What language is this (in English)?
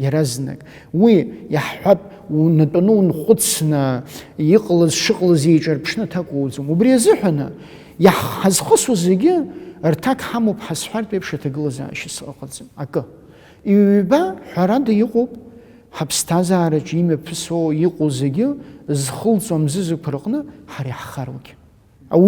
Abkhazian